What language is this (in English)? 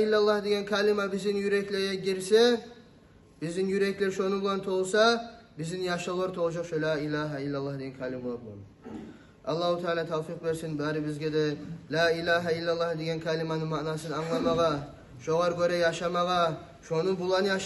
Kumyk